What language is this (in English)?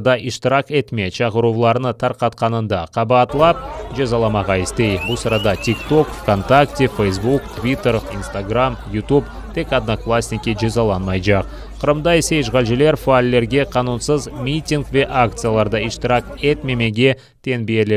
Crimean Tatar